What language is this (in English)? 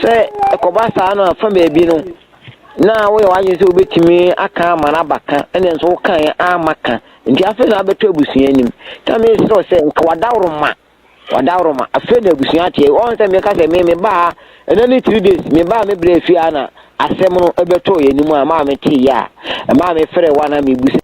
Akan